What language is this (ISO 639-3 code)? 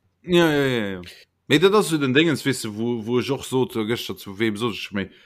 ltz